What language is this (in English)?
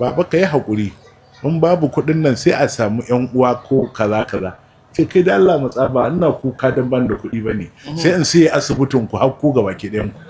Hausa